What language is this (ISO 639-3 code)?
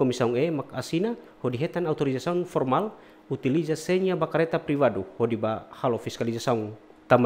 tet